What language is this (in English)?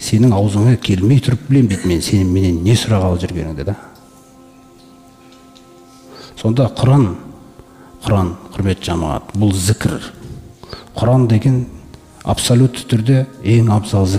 Kazakh